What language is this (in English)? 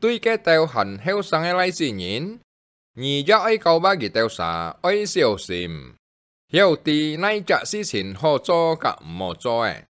Hakka Chinese